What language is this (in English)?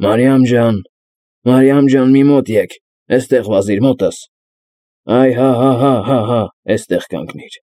Armenian